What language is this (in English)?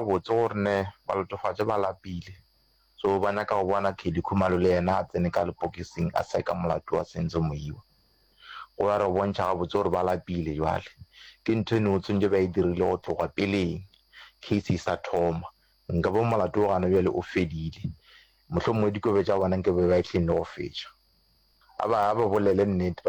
Northern Sotho